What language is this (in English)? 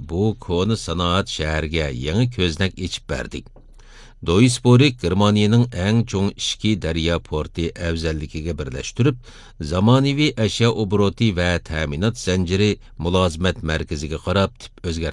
Uyghur